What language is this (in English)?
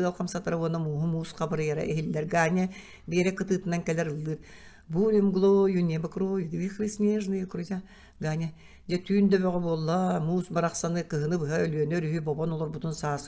Yakut